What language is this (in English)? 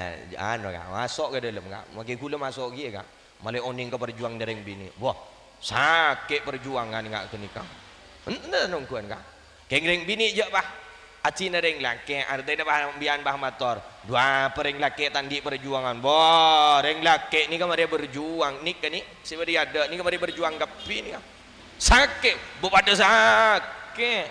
Madurese